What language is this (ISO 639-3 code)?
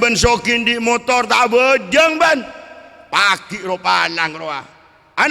mad